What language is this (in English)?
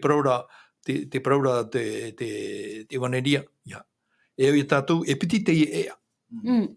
Tahitian